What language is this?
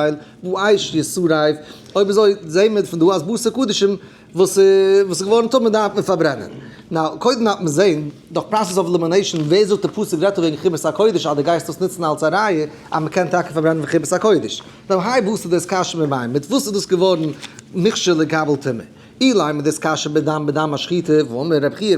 Yiddish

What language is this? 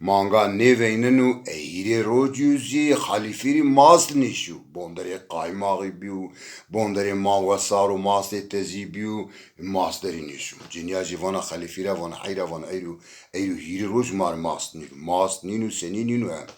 Zaza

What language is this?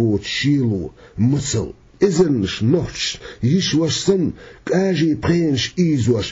Chechen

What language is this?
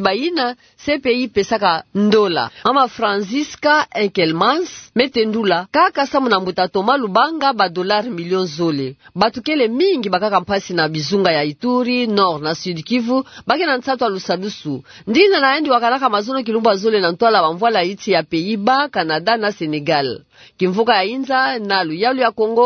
Kituba (Democratic Republic of Congo)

